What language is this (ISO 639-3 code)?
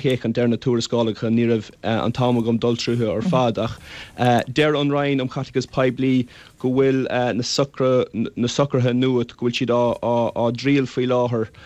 gle